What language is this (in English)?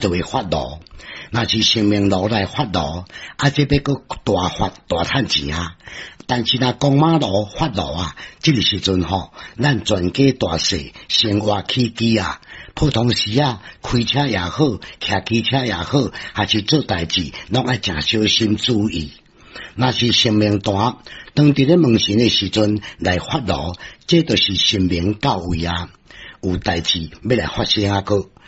Min Nan Chinese